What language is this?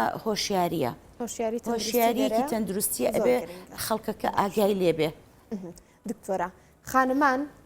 Central Kurdish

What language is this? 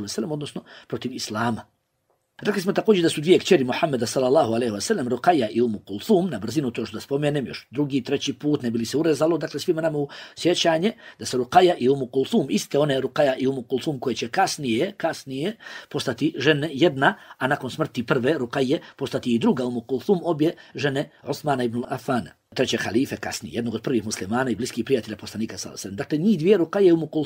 Bosnian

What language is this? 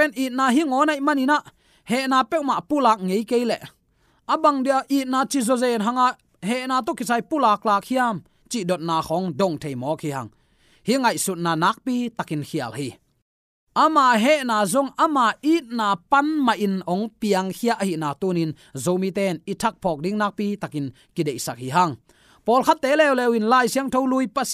Tedim Chin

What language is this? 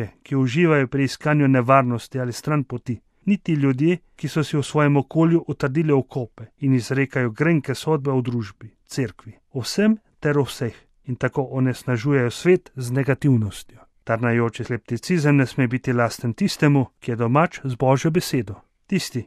Slovenian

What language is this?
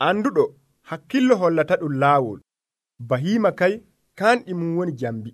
Nigerian Fulfulde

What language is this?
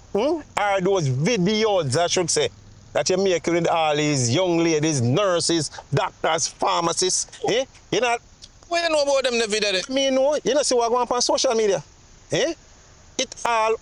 Jamaican Creole English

